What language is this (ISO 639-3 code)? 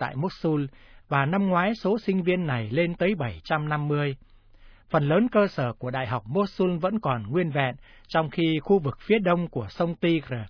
vie